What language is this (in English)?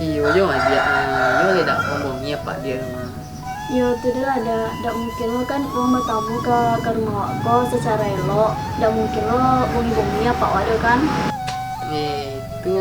Minangkabau